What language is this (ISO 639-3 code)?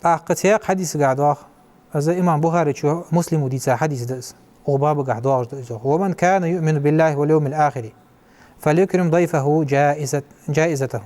inh